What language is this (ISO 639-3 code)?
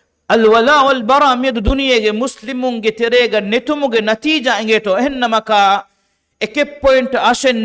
div